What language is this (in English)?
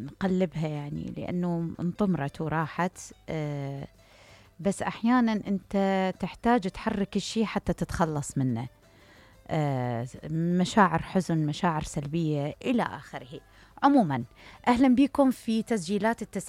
Mesopotamian Arabic